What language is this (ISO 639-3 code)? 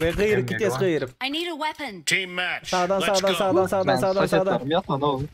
tuk